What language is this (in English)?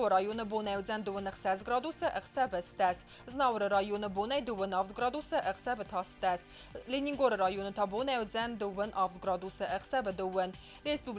Ossetic